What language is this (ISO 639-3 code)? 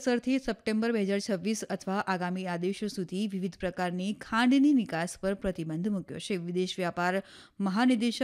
guj